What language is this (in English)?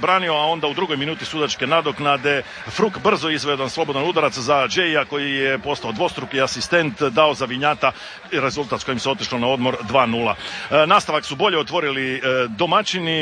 Croatian